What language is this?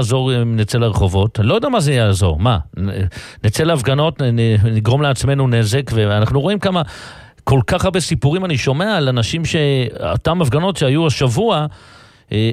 Hebrew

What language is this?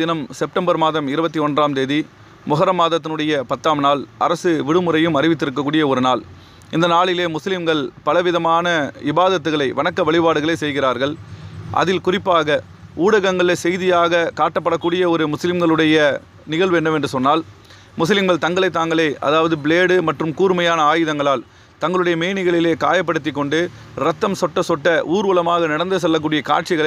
Tamil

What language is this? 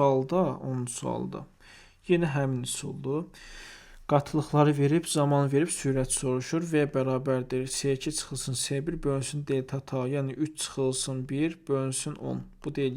Azerbaijani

